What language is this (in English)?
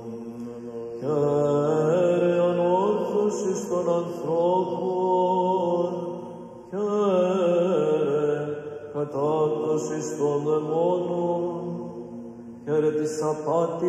Greek